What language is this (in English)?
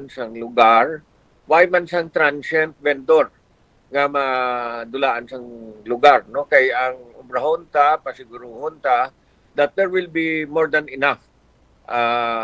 Hiligaynon